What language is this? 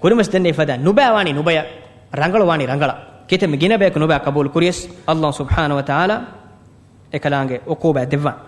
Divehi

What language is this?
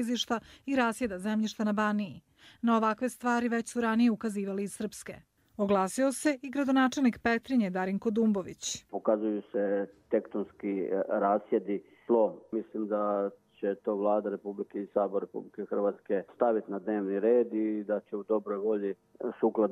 Croatian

